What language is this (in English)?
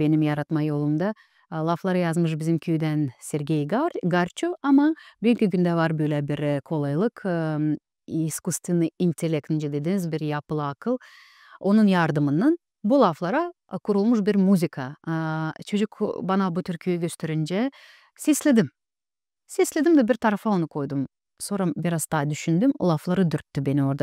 Gagauz